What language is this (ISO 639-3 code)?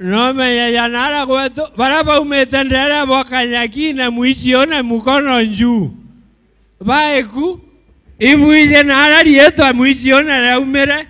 mer